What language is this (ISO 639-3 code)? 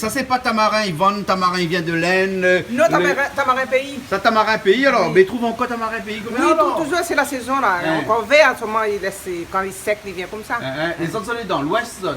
rcf